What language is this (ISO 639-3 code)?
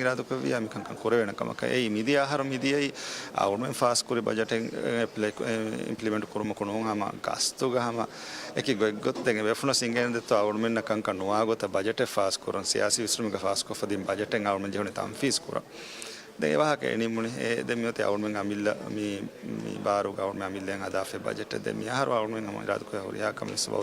div